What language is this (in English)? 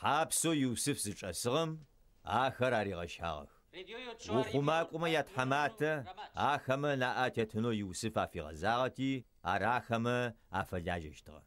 Adyghe